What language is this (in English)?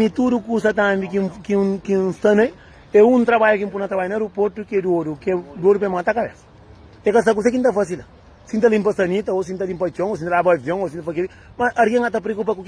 Kabuverdianu